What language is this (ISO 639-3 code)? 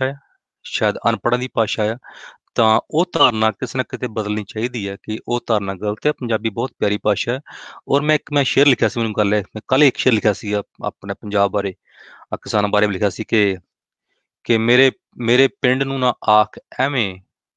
pan